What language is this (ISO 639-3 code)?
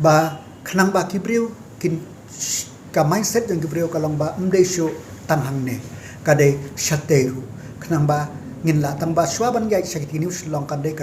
kha